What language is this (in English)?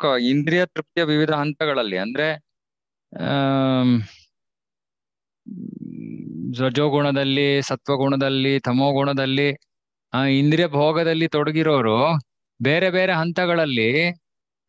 Kannada